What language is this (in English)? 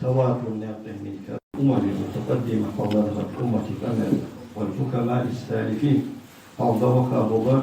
Ingush